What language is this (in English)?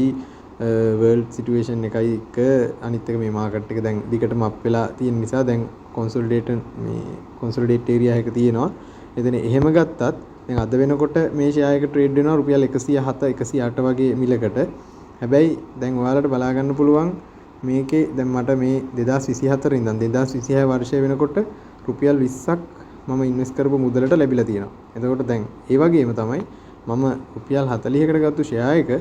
Sinhala